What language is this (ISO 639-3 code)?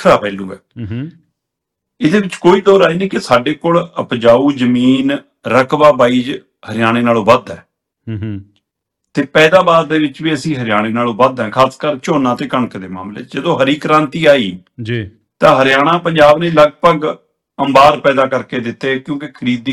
pan